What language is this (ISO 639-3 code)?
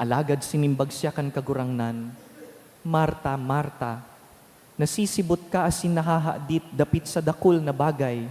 bik